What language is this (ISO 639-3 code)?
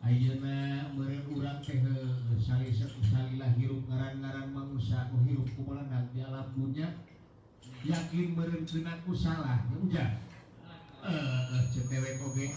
sun